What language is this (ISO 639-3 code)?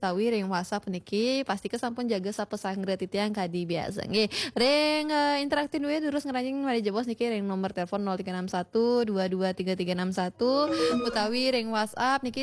ban